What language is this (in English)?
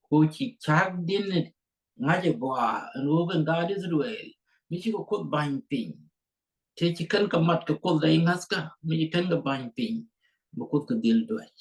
Nuer